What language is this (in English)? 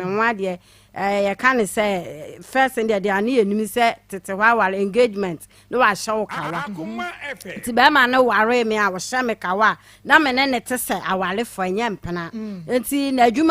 Akan